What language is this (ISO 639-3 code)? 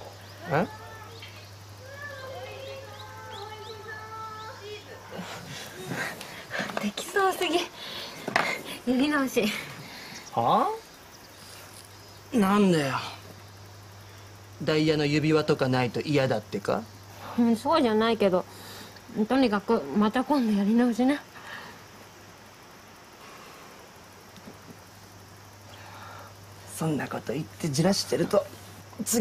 jpn